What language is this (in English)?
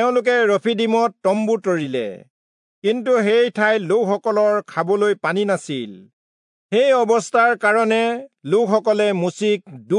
Assamese